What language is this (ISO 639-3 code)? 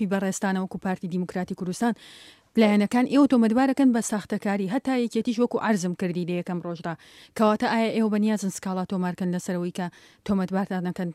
ckb